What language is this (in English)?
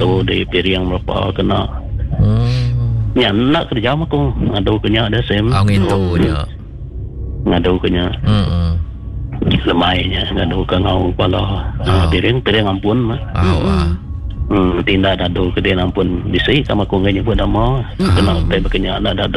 Iban